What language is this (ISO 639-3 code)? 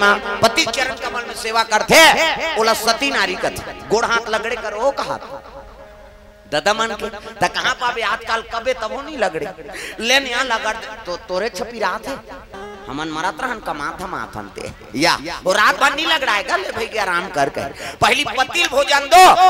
hne